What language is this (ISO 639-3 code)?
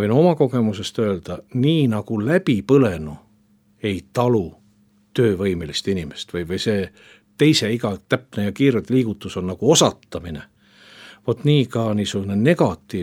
est